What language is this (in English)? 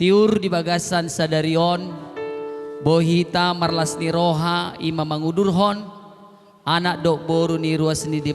Batak Toba